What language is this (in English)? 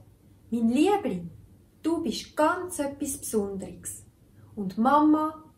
Swiss German